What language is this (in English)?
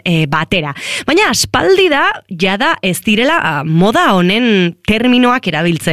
Basque